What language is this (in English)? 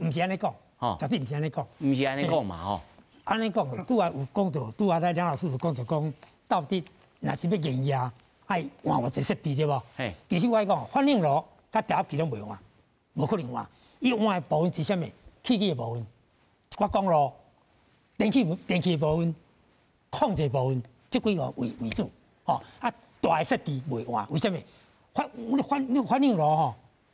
Min Nan Chinese